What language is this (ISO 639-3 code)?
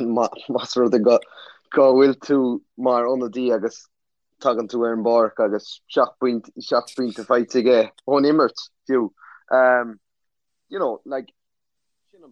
gle